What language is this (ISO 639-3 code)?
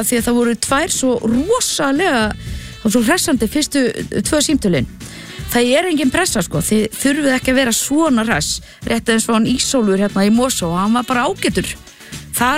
isl